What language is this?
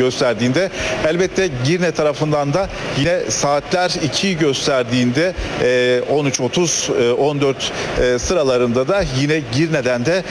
Turkish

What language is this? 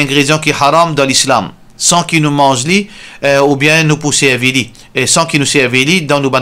Morisyen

